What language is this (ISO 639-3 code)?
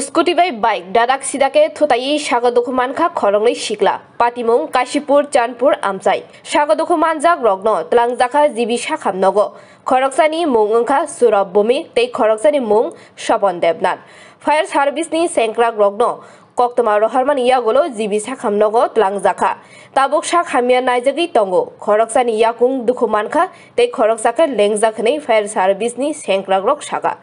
trp